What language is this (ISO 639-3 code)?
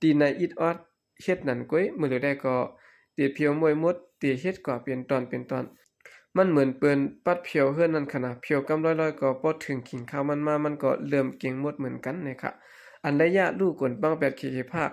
shn